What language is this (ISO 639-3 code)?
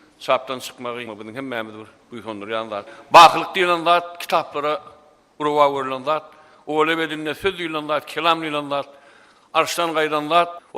tuk